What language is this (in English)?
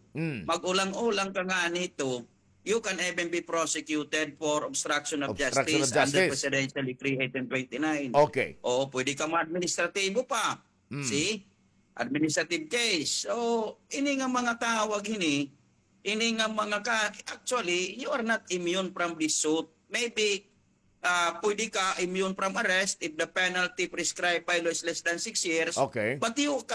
Waray